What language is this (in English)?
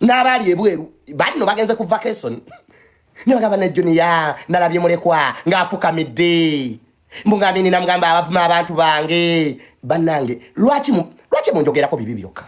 Ganda